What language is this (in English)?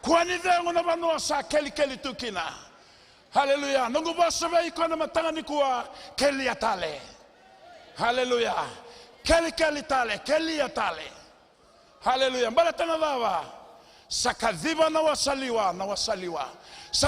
Fijian